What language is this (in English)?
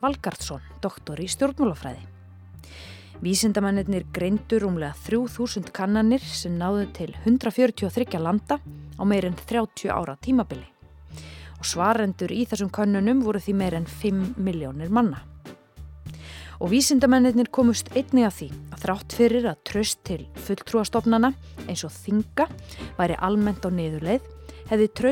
Icelandic